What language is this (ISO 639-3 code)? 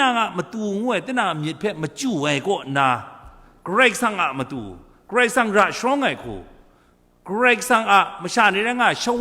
kac